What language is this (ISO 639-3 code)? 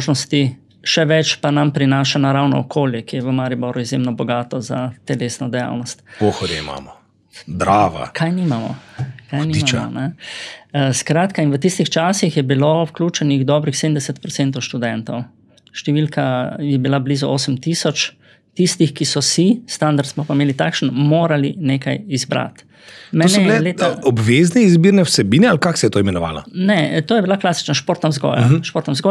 slv